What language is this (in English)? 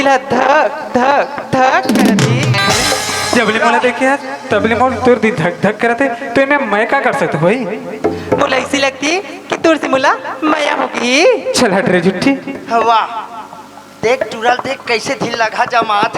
Chhattisgarhi